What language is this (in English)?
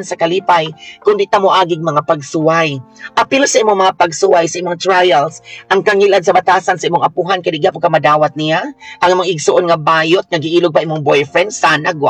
Cebuano